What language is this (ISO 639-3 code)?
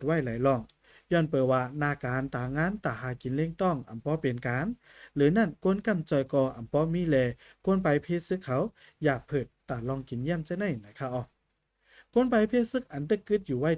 shn